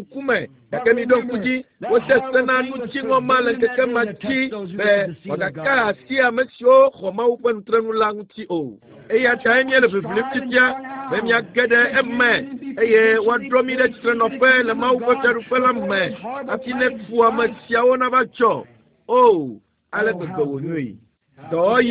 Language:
Ewe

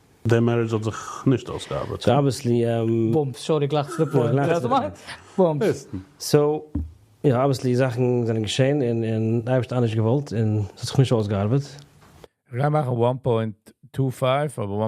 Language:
Yiddish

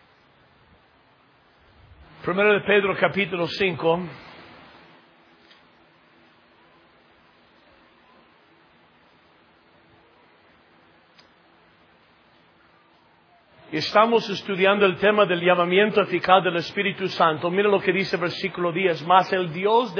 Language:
Spanish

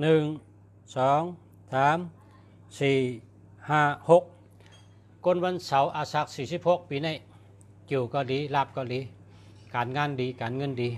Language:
Shan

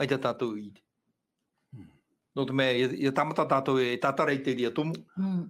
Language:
Tahitian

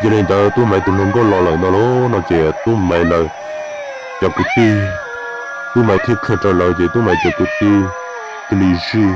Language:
Hmong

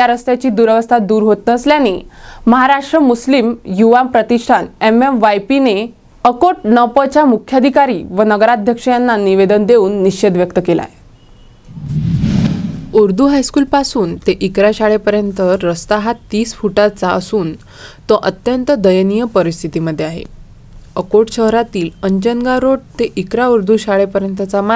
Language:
Marathi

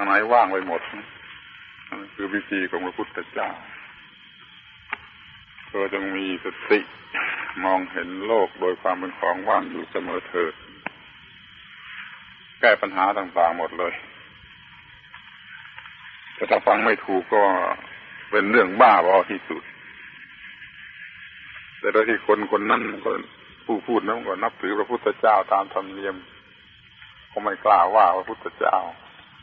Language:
Thai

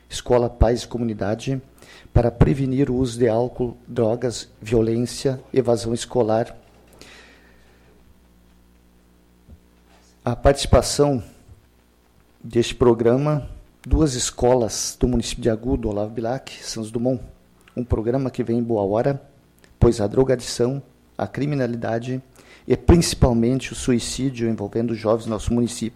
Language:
Portuguese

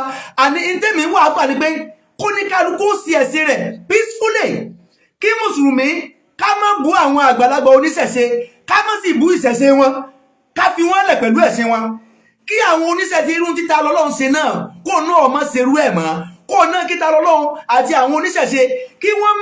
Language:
Yoruba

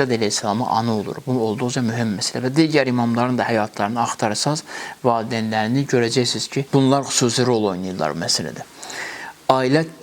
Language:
Azerbaijani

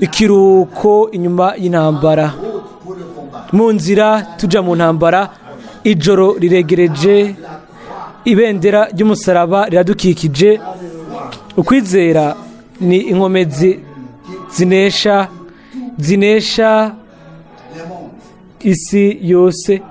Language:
Rundi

